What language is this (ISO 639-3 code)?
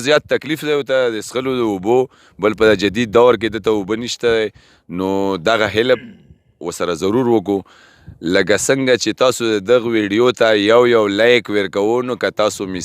pus